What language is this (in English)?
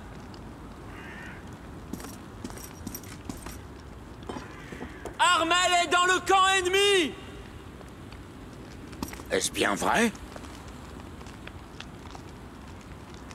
French